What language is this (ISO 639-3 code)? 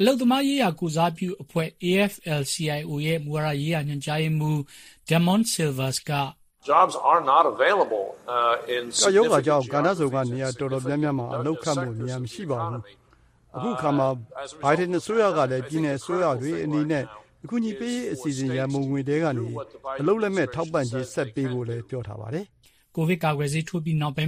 mya